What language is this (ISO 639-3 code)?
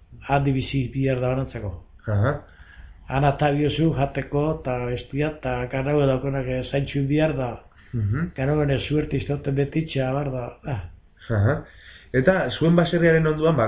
eus